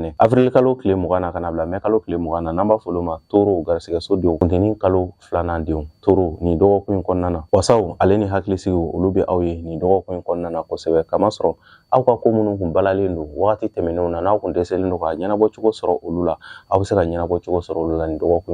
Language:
Bambara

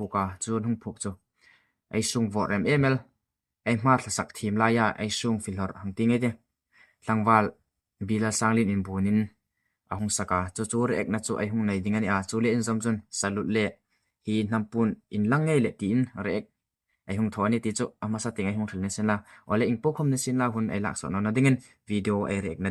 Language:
Hmar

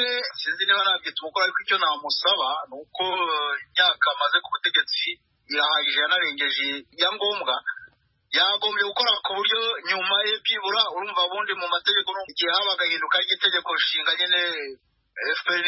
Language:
Kinyarwanda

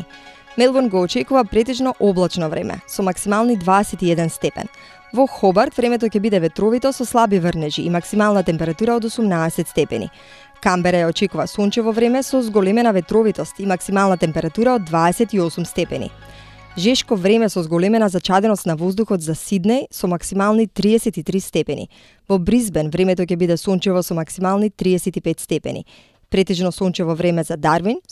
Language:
Macedonian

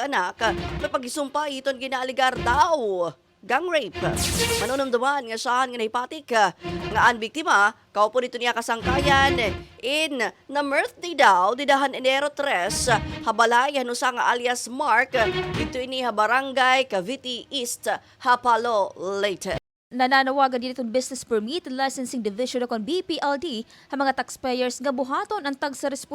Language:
Waray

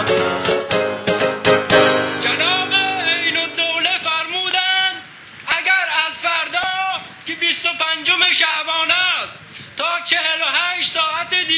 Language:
Persian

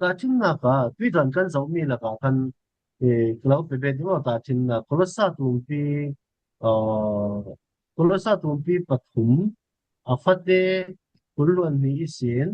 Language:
Falam Chin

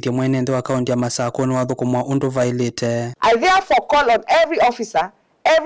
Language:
Kamba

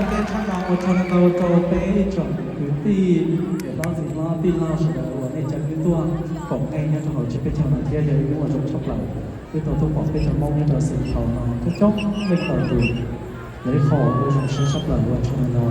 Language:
Hmong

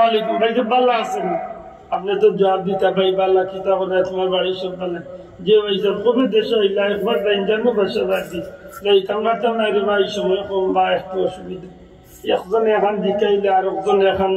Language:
Sylheti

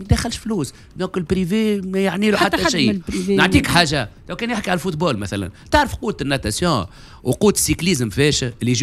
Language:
Tunisian Arabic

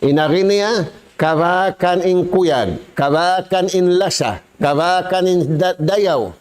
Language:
Tausug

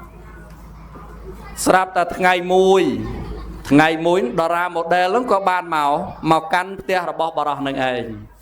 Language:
Khmer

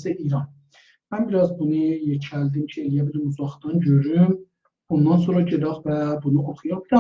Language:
South Azerbaijani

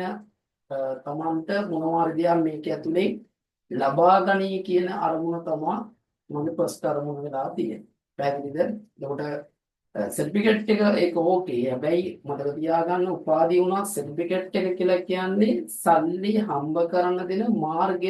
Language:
Sinhala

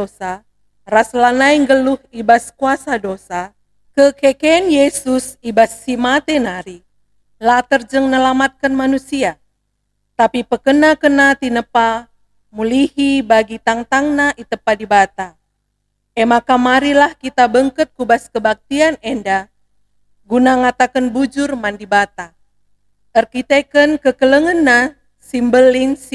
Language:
Batak Karo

